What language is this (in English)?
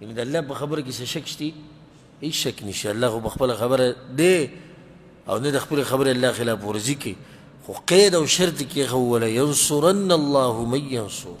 Pashto